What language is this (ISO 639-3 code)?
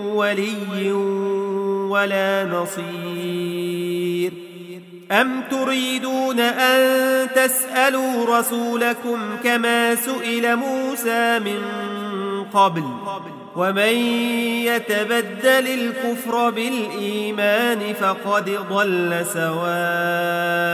ara